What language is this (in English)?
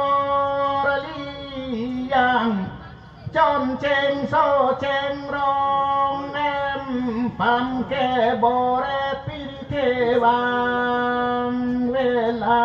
Karbi